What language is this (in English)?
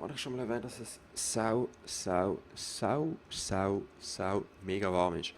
Swiss German